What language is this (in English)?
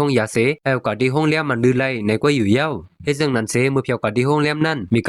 Shan